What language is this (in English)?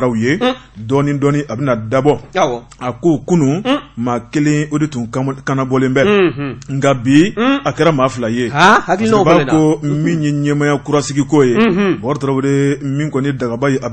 Bambara